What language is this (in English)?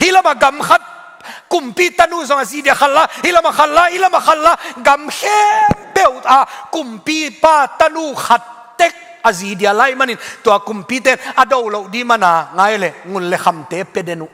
Tedim Chin